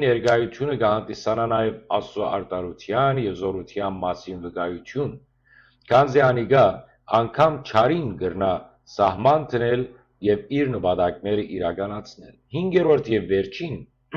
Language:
Western Armenian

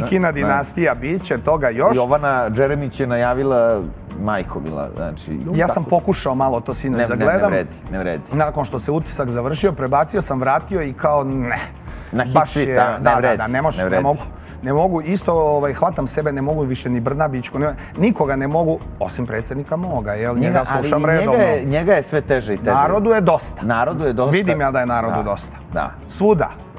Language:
Serbian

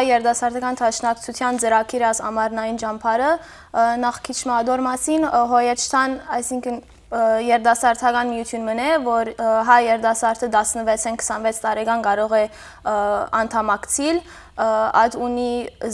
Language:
Western Armenian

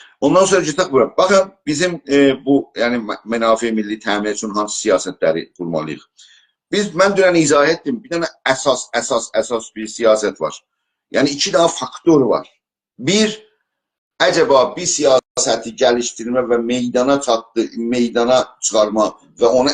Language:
South Azerbaijani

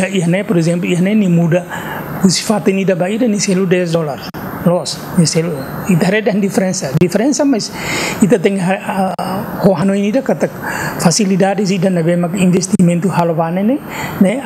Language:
Tetum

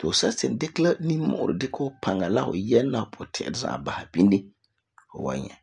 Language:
Frafra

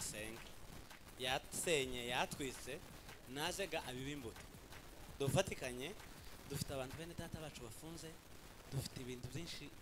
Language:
Kinyarwanda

